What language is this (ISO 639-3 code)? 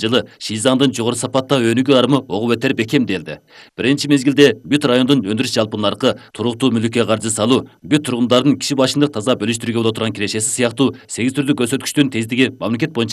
kir